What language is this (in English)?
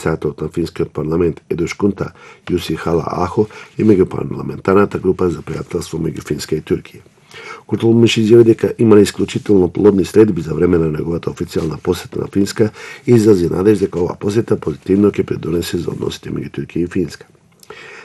Macedonian